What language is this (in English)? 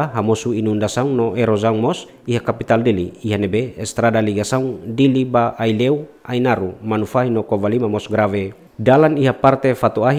Tetum